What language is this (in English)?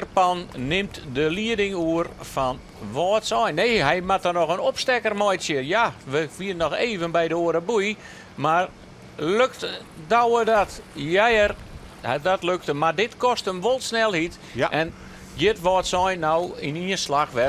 Western Frisian